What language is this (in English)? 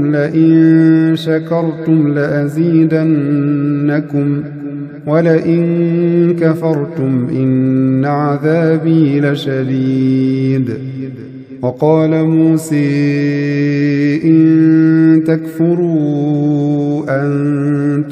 Arabic